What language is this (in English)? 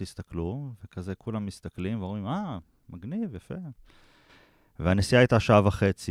Hebrew